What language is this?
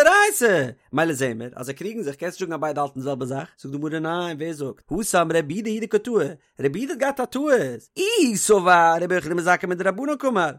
Yiddish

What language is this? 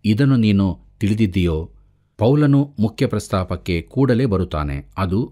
Kannada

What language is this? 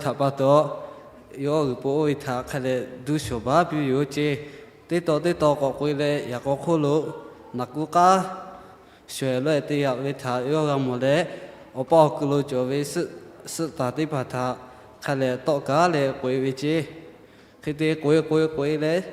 Lahu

